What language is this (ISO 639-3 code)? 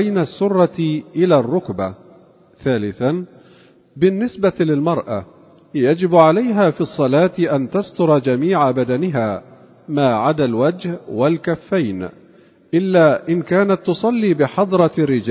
ara